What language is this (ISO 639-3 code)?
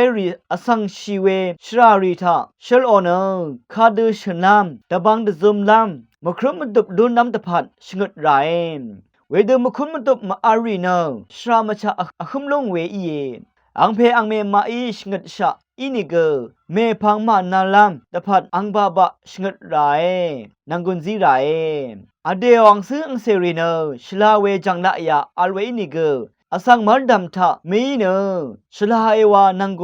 raw